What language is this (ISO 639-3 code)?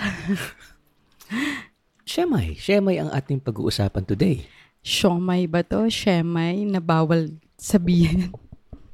fil